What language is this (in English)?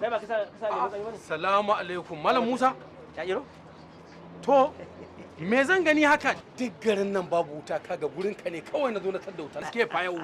Hausa